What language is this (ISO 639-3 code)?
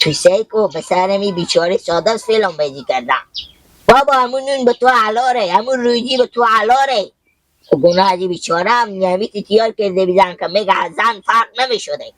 haz